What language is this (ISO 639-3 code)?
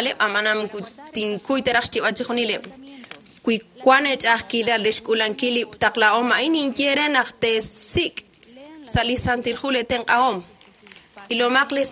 kek